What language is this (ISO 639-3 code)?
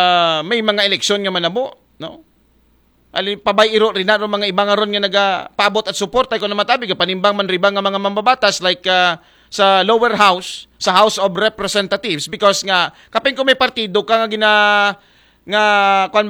akl